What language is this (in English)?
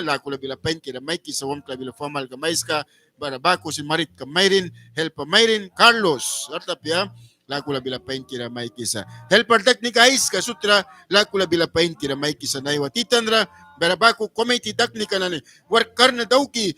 Mískito